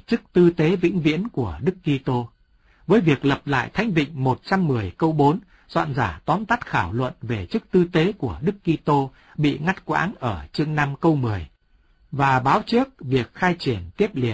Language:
Vietnamese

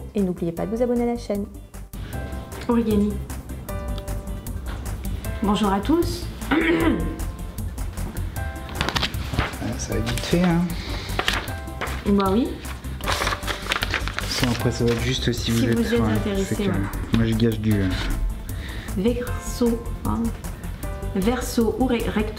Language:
French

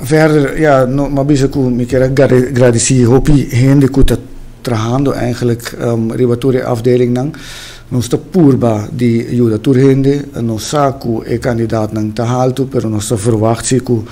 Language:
Papiamento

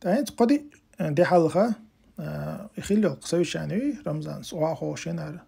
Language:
Chechen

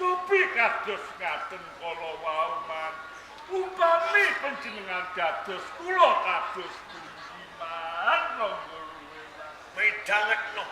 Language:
Javanese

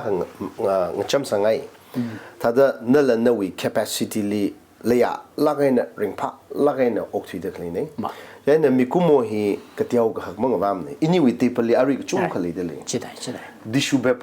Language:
Tangkhul Naga (India)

